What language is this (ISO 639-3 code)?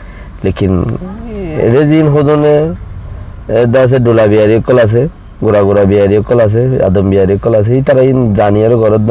rhg